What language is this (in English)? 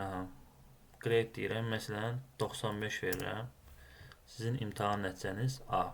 Azerbaijani